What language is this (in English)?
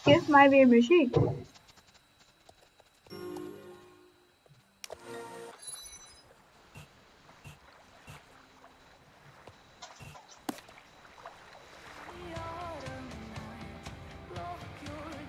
Dutch